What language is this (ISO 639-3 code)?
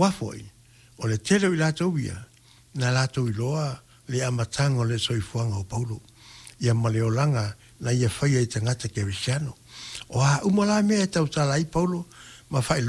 smo